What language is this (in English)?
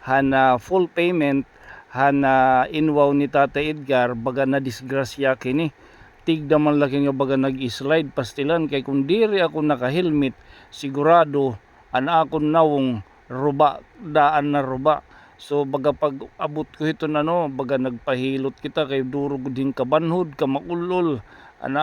Waray